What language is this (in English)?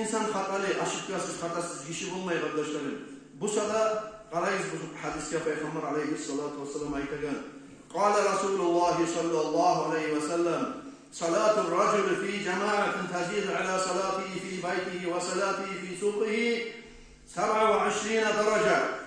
Kumyk